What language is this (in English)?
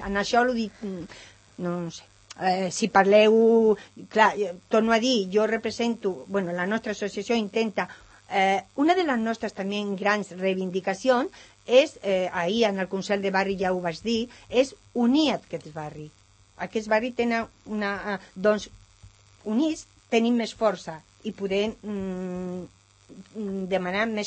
Catalan